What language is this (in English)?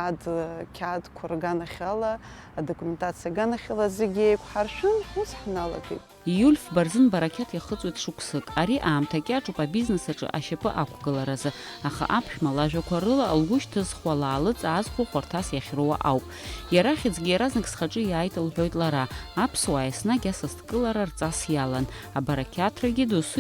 Abkhazian